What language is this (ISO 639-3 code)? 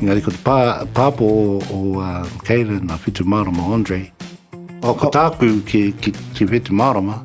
mri